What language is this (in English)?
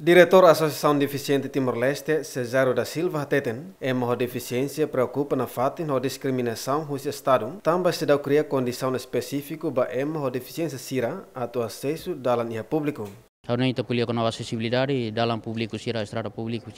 Tetum